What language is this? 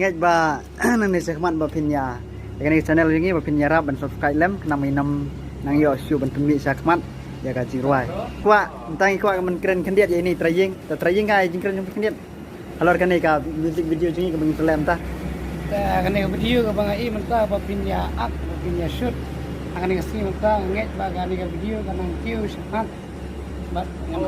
Khasi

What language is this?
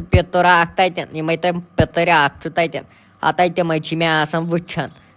Kashmiri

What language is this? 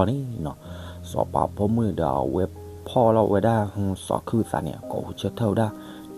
S'gaw Karen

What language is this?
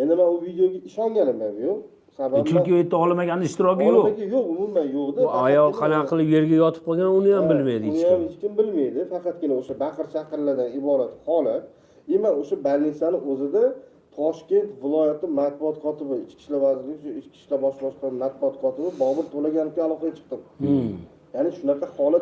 Uzbek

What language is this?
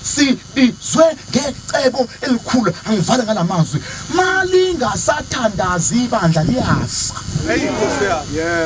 Zulu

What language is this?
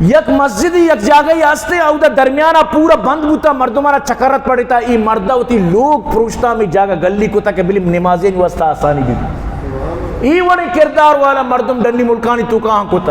Eastern Balochi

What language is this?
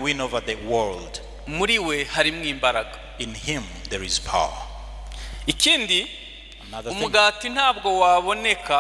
Kinyarwanda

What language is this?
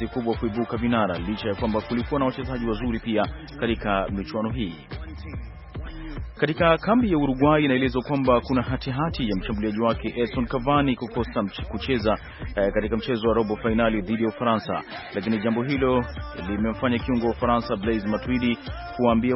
Swahili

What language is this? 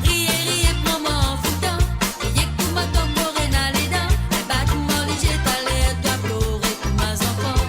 Morisyen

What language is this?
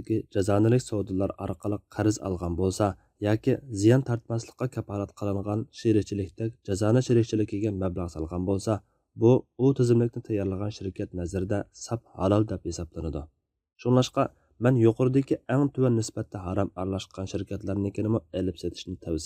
Uyghur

